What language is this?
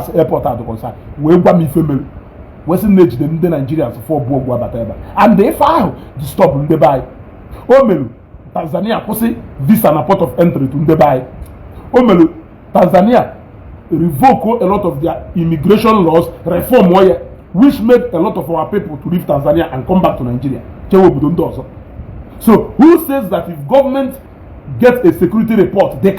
Igbo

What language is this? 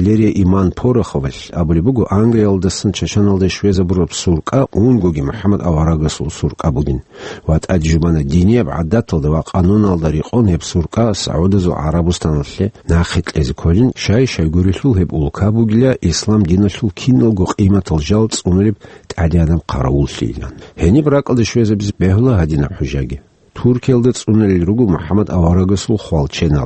Avaric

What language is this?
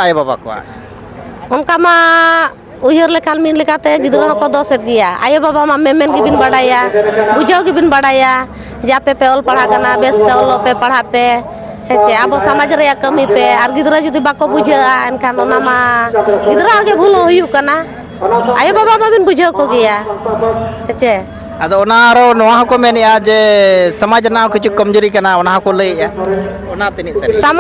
Santali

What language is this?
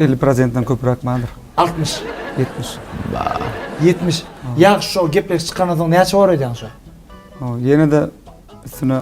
Turkmen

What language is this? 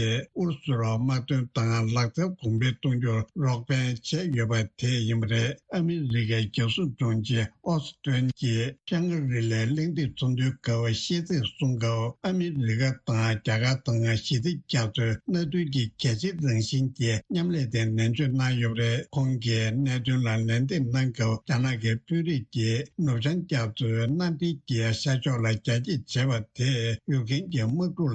Tibetan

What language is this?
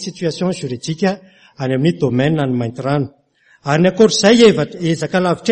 Malagasy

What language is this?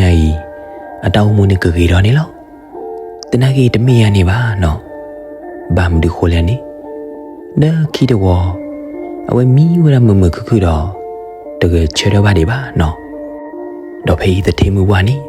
S'gaw Karen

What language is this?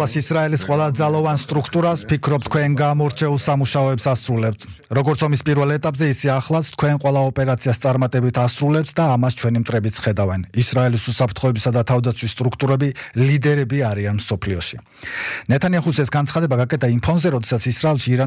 Georgian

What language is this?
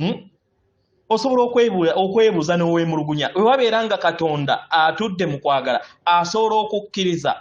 Ganda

